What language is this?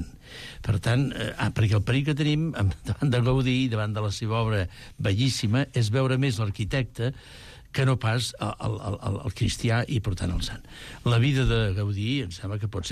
Catalan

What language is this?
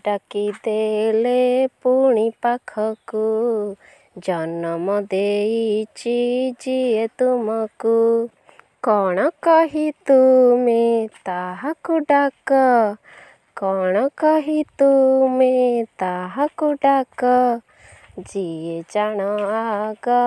Odia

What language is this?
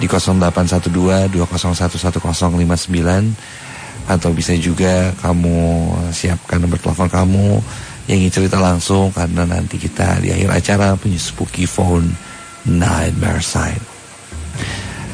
Indonesian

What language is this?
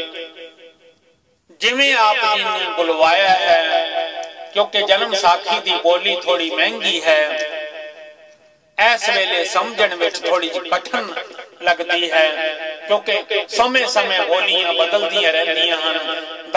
Punjabi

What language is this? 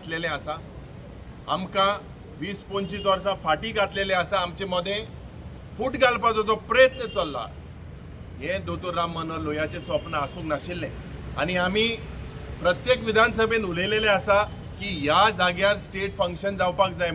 Konkani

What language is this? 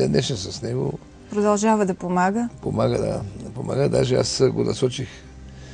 Bulgarian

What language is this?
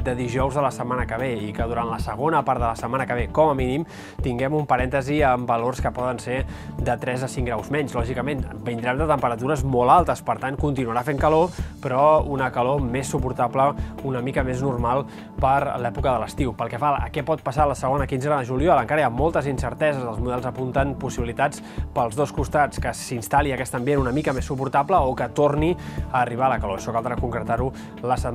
Catalan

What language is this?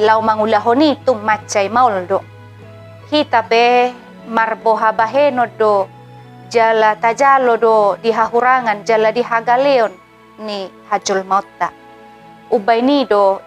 Batak Toba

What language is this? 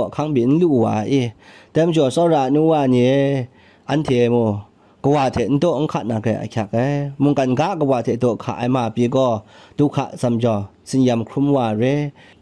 Kachin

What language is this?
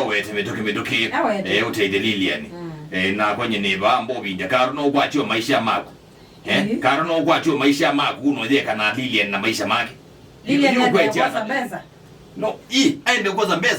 Kamba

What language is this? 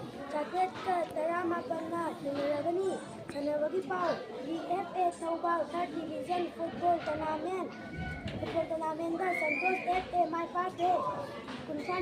Manipuri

